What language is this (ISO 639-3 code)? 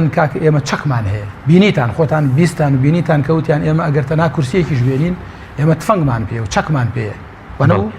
ckb